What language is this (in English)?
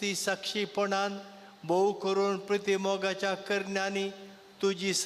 Konkani